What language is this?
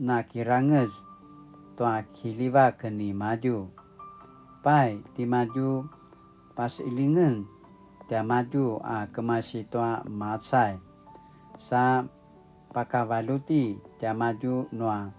Paiwan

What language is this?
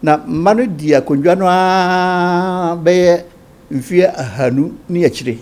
Akan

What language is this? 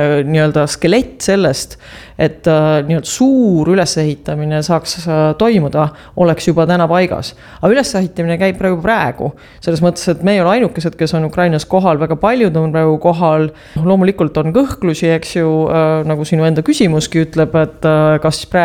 Estonian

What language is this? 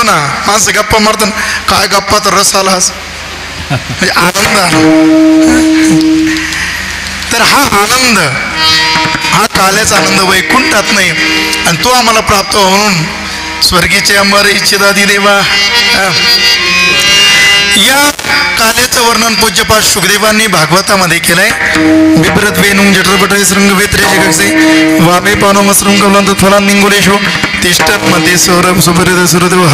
Marathi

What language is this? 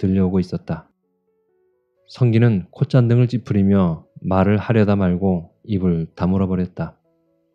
Korean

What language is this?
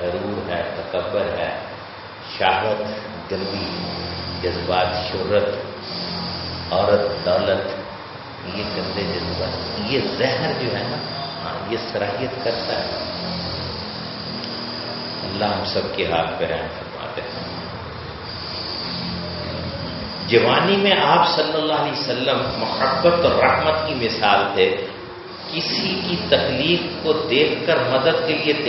Urdu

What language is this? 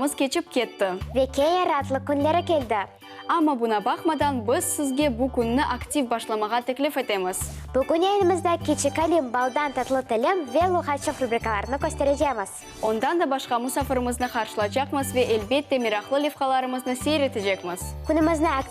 Crimean Tatar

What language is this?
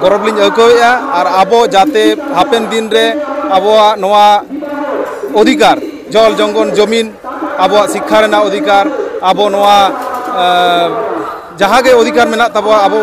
Santali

